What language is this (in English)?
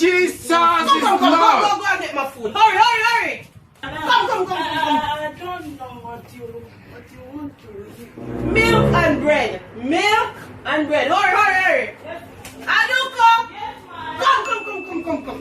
Jamaican Creole English